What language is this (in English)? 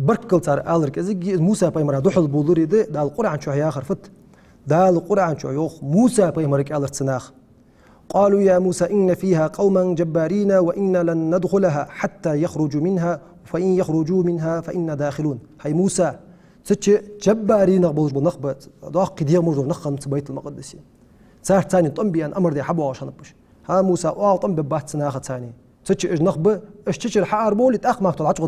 Ingush